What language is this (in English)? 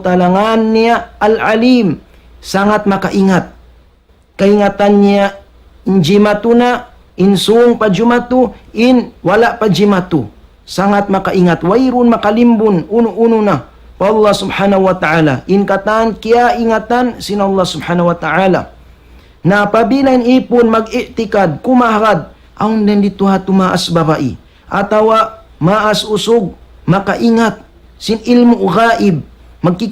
Tausug